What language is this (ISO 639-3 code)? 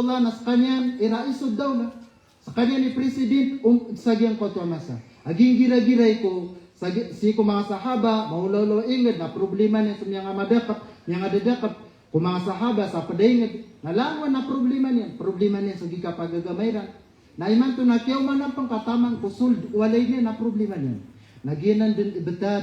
mrw